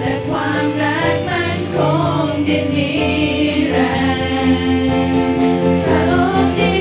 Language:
Lahu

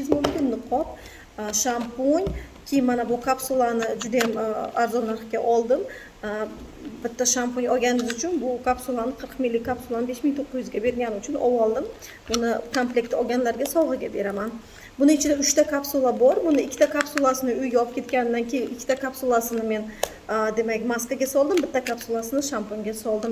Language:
Uzbek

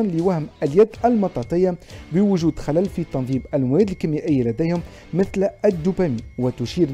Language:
Tunisian Arabic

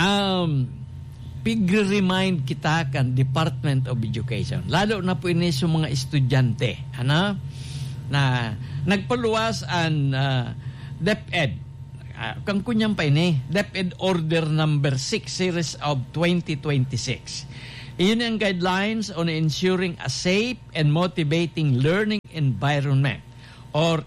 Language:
Bikol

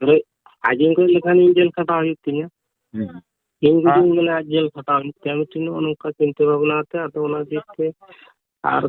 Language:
Santali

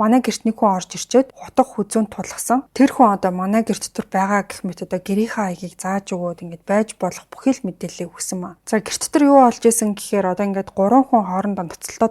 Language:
Mongolian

